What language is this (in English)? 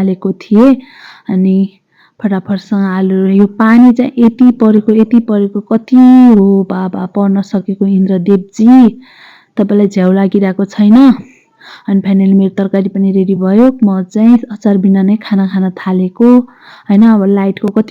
Nepali